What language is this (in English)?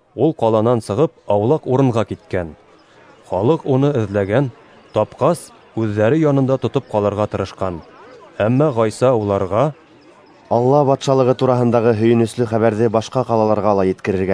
Bashkir